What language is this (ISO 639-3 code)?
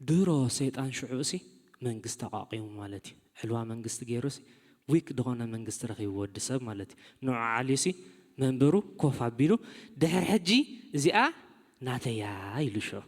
tir